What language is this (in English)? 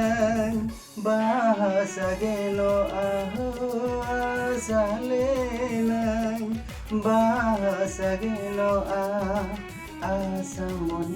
Santali